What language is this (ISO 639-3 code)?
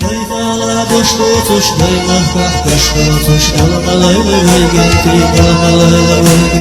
che